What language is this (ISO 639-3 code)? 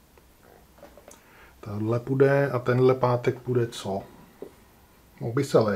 ces